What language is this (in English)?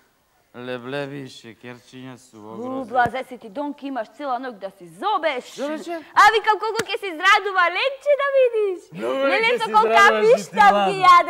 Macedonian